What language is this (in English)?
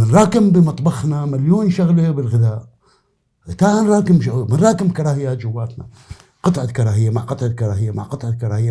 North Levantine Arabic